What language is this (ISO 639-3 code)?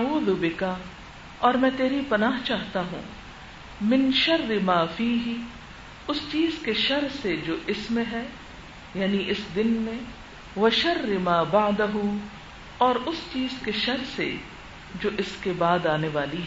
urd